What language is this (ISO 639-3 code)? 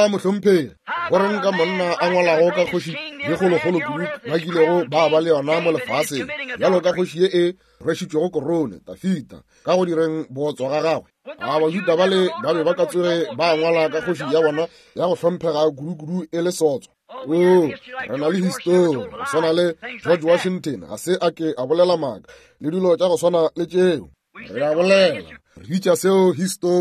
nso